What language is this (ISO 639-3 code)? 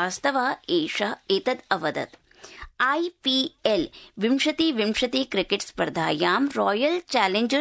san